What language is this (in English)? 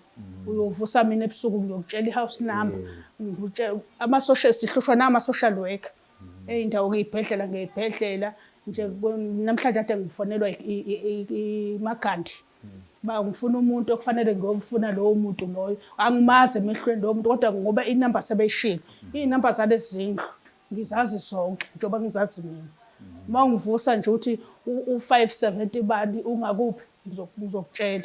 Zulu